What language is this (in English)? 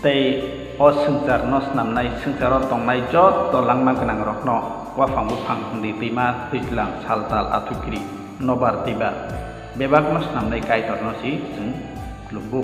Kok Borok